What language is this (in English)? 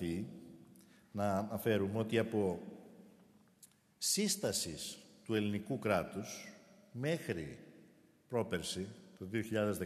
Greek